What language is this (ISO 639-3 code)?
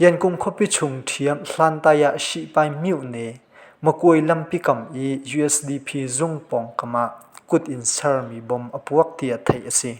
cnh